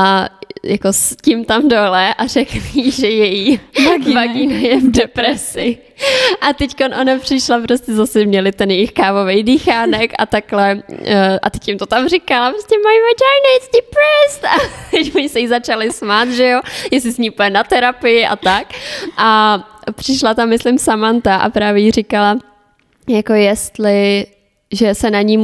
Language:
Czech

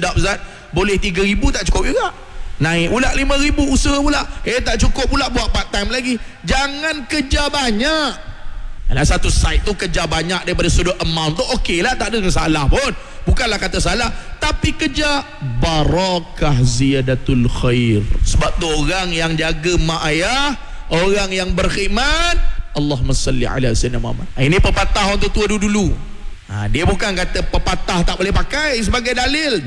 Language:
Malay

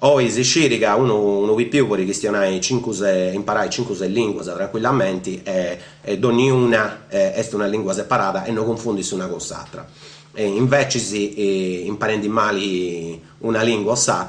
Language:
Sardinian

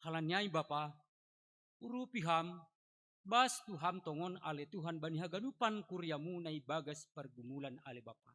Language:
Batak Simalungun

